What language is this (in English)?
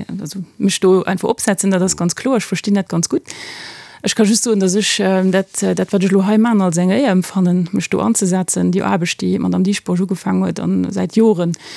Luxembourgish